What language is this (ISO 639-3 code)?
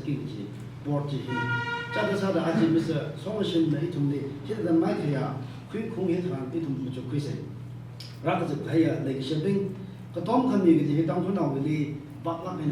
nmf